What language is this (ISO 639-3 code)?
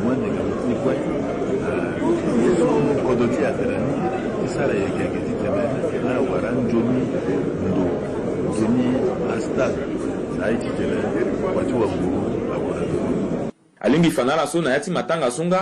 sag